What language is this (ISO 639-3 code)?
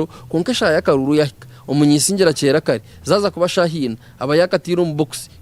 nyn